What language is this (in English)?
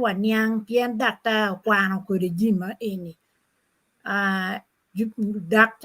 Acoli